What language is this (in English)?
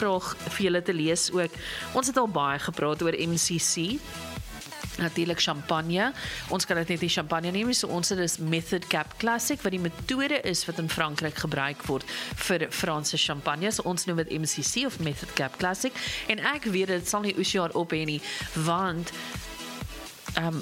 Afrikaans